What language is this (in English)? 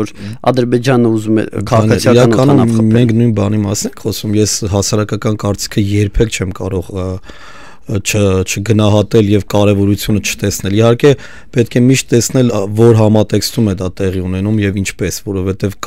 Armenian